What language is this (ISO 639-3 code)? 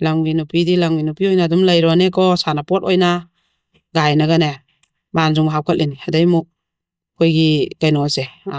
mni